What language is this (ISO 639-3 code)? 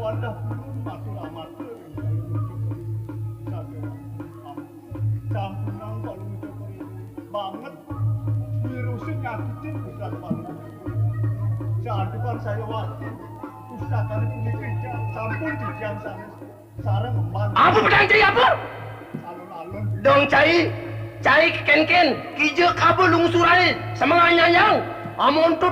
ban